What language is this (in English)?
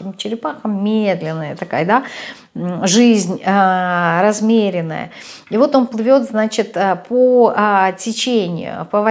Russian